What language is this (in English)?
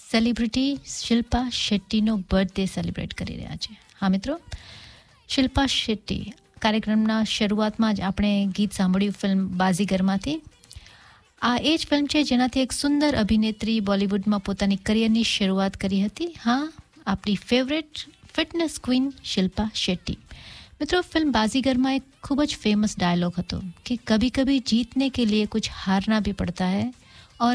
Gujarati